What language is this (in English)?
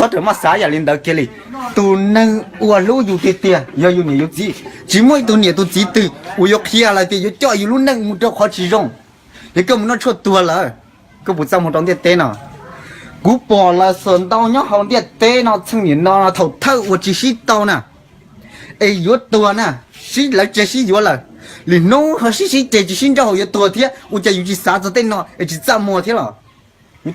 Hmong